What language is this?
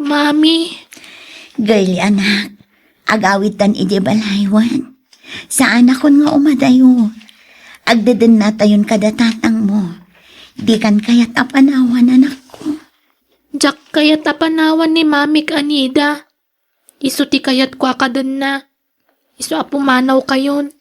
Iloko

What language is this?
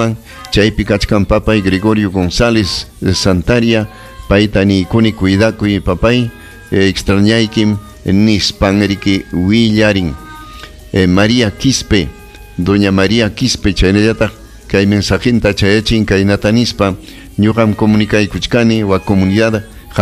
Ayacucho Quechua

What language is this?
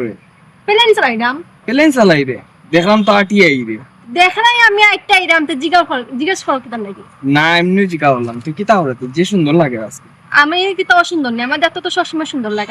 Sylheti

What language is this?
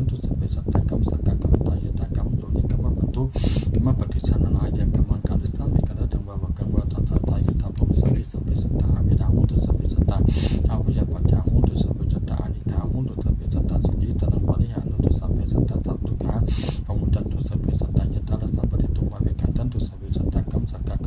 Pali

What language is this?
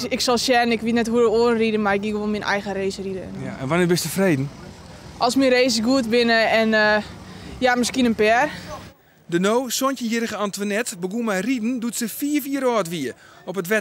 Western Frisian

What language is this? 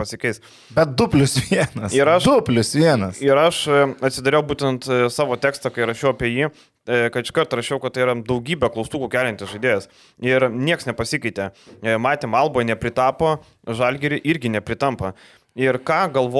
Lithuanian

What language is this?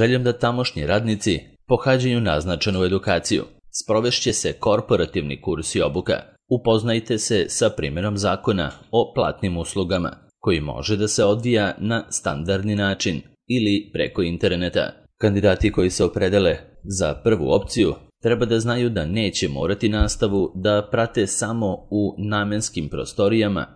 Serbian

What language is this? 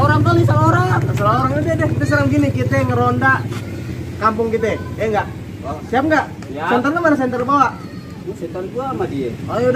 Betawi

